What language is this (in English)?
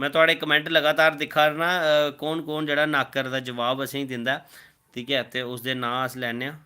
Dogri